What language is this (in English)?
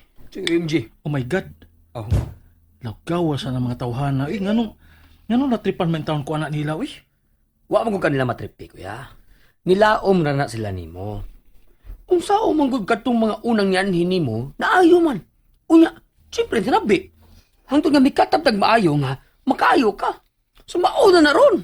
Cebuano